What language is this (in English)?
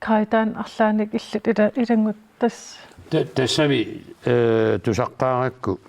Kalaallisut